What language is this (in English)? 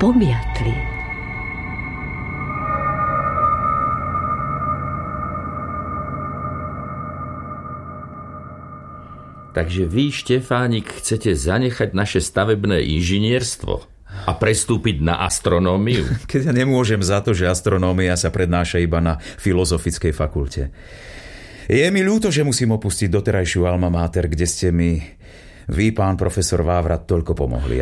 Slovak